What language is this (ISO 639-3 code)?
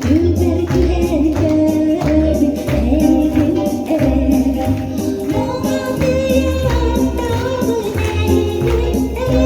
sah